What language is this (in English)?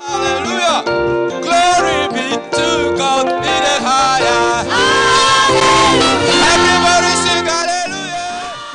Ewe